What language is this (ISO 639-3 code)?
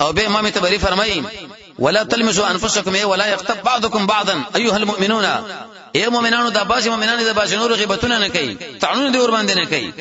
pus